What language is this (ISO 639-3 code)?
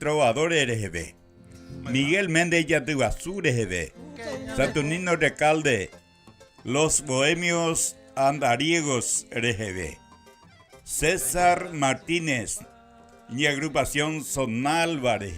grn